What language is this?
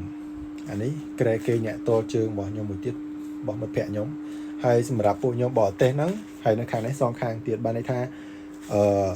Khmer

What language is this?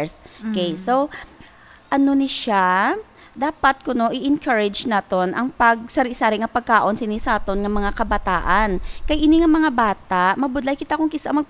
Hiligaynon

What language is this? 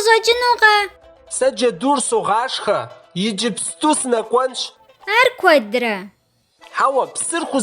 Kabardian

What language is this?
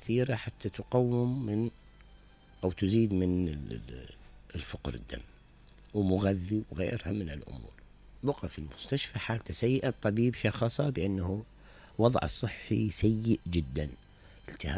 Mesopotamian Arabic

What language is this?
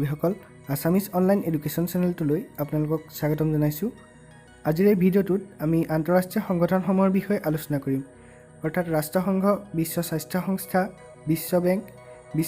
Assamese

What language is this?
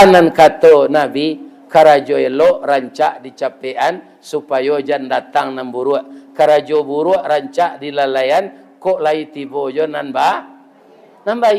Minangkabau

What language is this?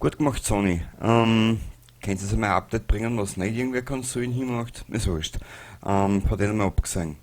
Bavarian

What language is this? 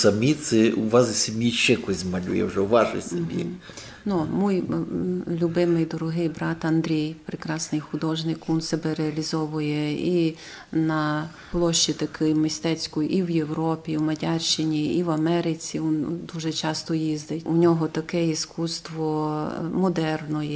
Rusyn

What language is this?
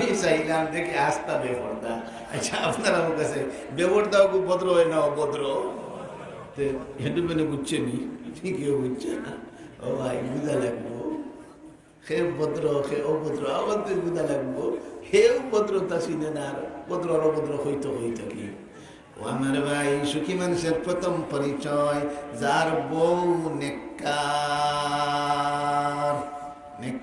Sylheti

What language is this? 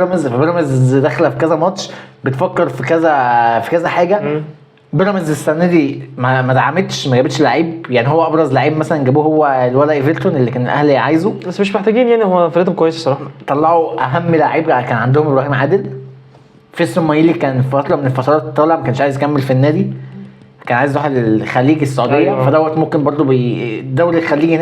Egyptian Arabic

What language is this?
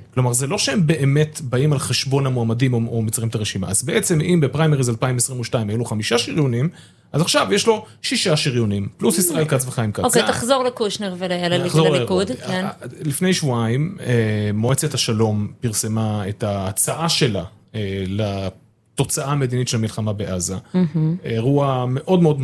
Hebrew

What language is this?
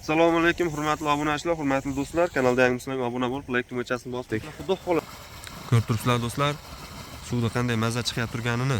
Uzbek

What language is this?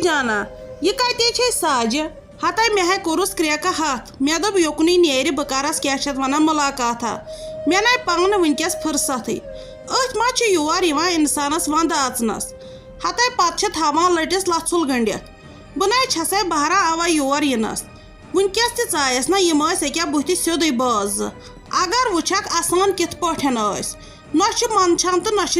Kashmiri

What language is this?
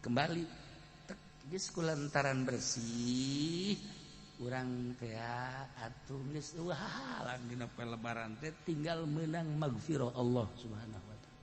Sundanese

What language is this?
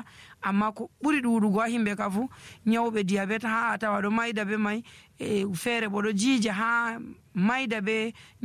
Nigerian Fulfulde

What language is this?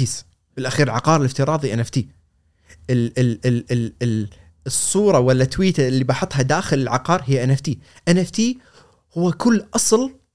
Gulf Arabic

